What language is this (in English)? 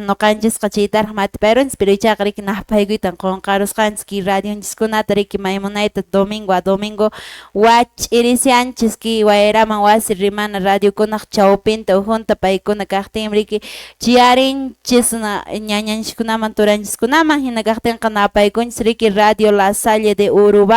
Quechua